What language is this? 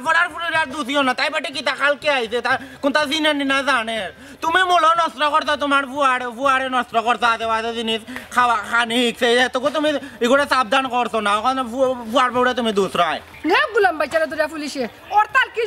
Sylheti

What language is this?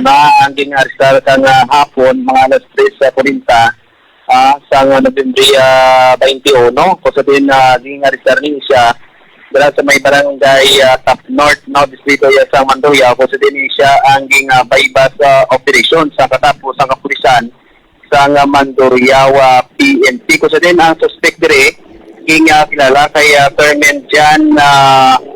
Hiligaynon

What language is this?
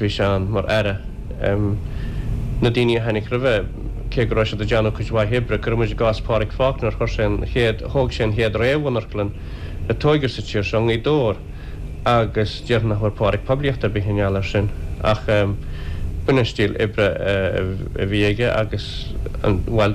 Irish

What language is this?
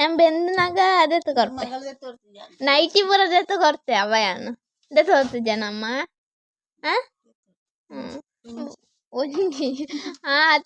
Tulu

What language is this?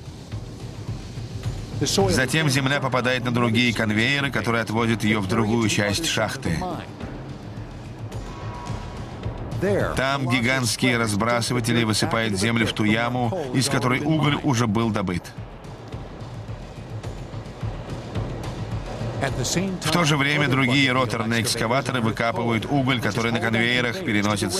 Russian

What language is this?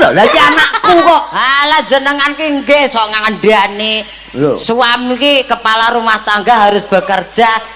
Javanese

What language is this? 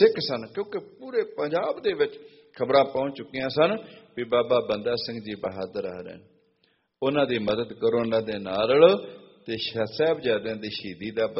Punjabi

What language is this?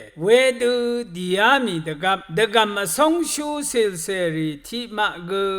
Rawang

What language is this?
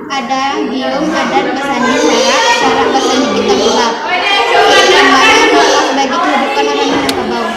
Minangkabau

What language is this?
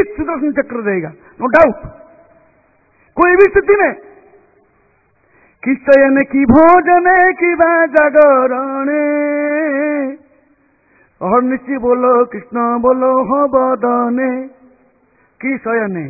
Hindi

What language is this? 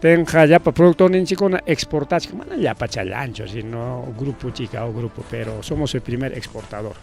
Ayacucho Quechua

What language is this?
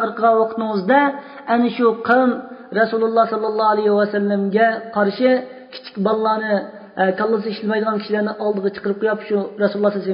Uyghur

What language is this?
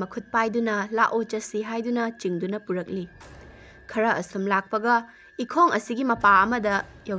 Manipuri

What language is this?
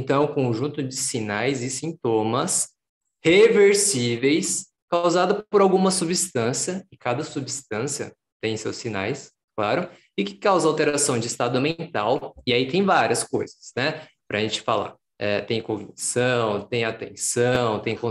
Portuguese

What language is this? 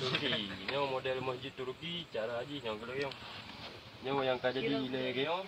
Achinese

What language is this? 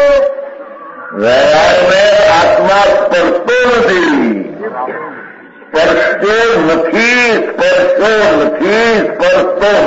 Gujarati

